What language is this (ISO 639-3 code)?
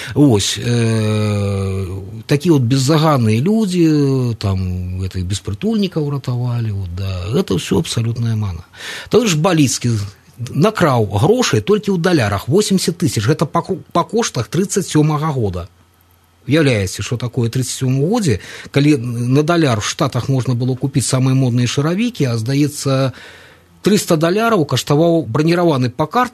bel